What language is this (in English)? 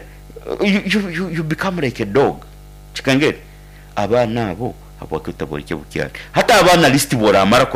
Nyankole